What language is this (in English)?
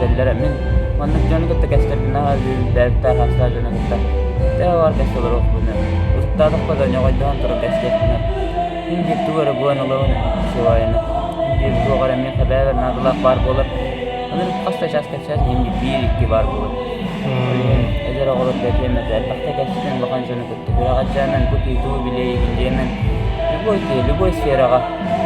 Yakut